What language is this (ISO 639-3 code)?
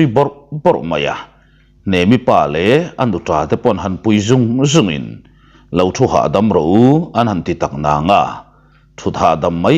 lus